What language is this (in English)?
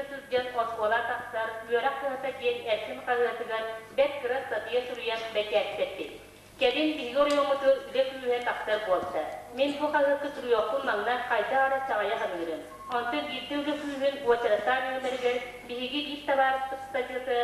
Yakut